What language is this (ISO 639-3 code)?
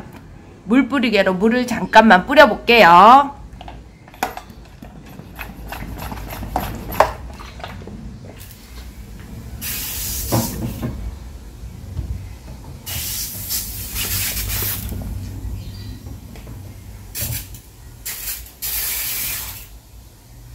kor